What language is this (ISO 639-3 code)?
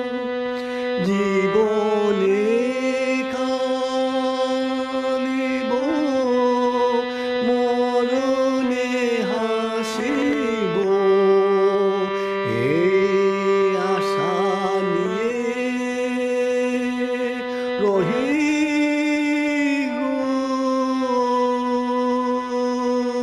ben